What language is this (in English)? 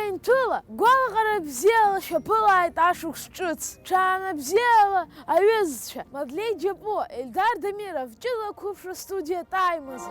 Abkhazian